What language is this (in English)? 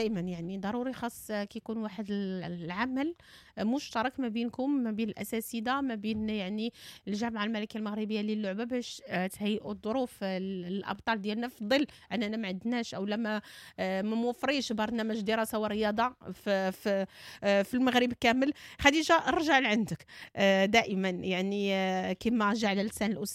Moroccan Arabic